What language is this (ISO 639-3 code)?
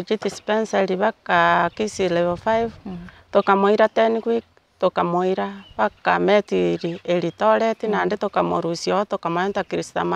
guz